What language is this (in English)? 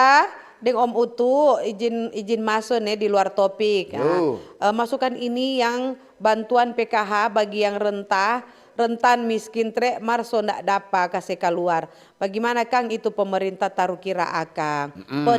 Manado Malay